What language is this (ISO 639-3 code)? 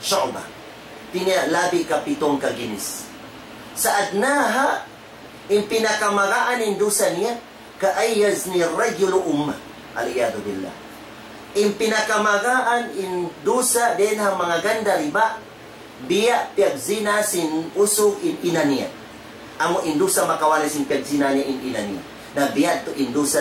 tsg